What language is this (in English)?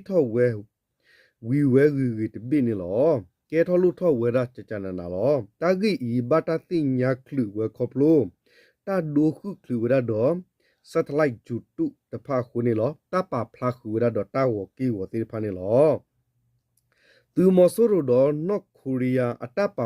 S'gaw Karen